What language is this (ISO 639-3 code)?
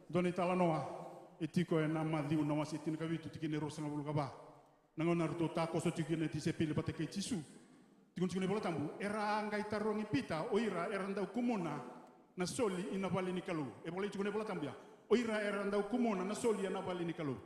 fij